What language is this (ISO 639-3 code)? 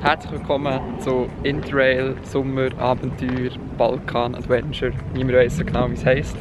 gsw